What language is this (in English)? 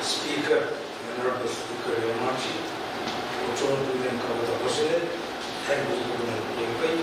Pohnpeian